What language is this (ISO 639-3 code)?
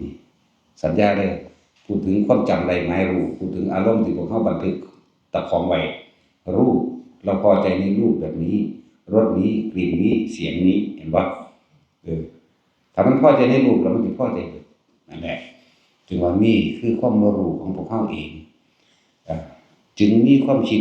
tts